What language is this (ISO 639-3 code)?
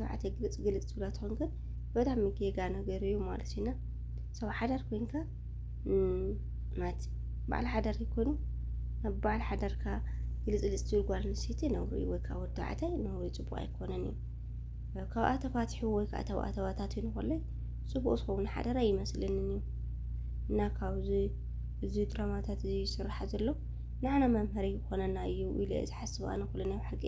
tir